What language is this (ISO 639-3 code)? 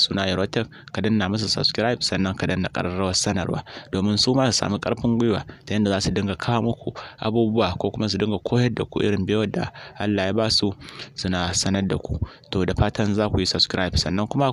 hau